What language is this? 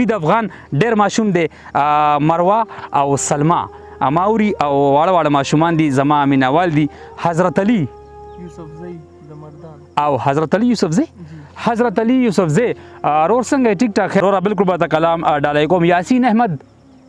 Pashto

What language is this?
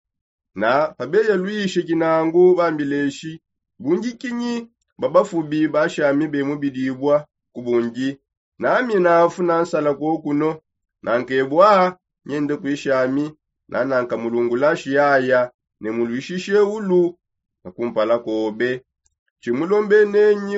Songe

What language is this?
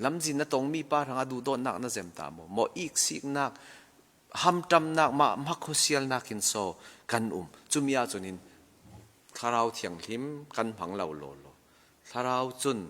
Falam Chin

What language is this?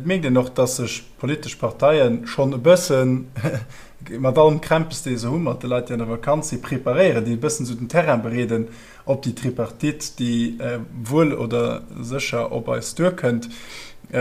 Luxembourgish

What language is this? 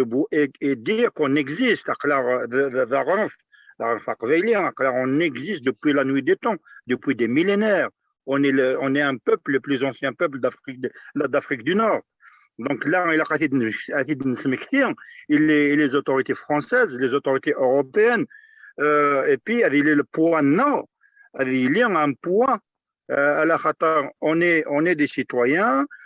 Kabyle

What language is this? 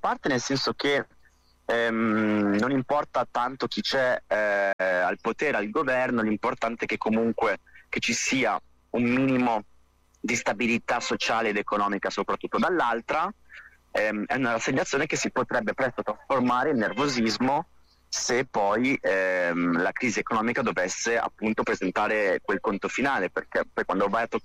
Italian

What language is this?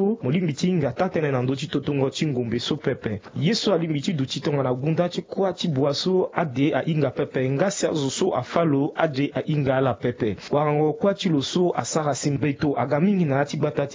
Sango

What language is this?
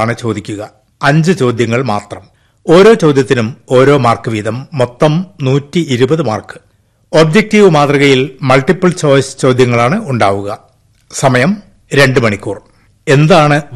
Malayalam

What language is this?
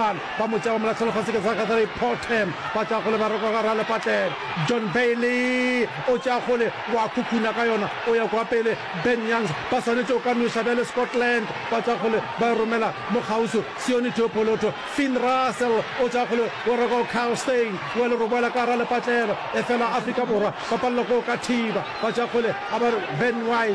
Northern Sotho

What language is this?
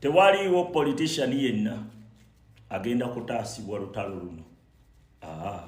Ganda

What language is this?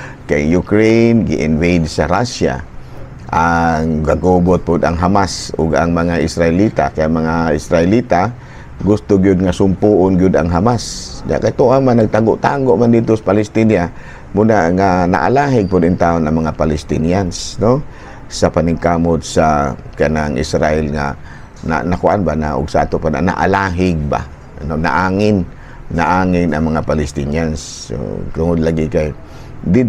Cebuano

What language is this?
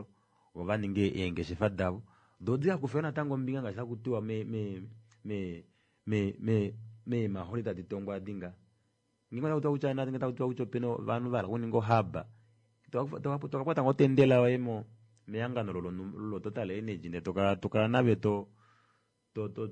Kuanyama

